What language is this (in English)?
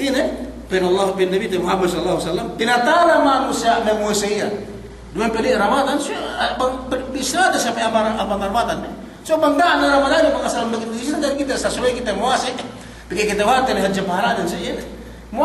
Yakan